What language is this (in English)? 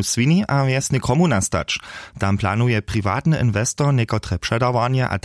Upper Sorbian